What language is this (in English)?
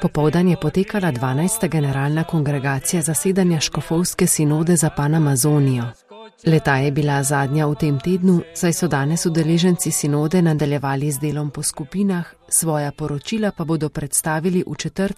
Slovenian